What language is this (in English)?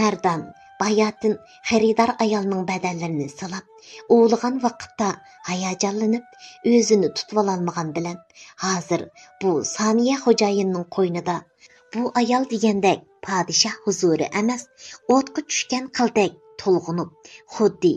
Uyghur